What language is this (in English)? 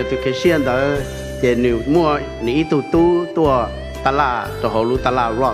Hmong